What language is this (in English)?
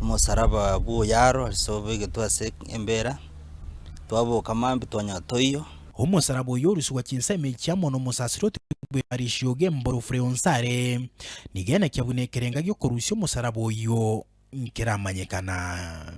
Gusii